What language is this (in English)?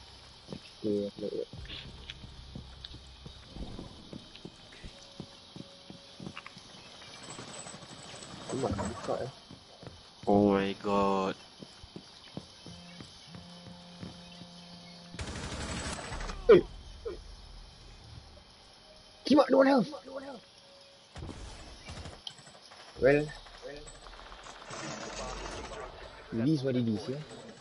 Malay